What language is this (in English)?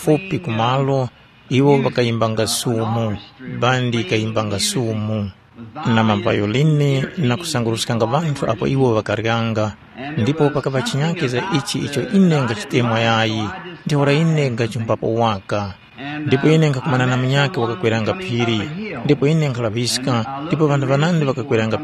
Tumbuka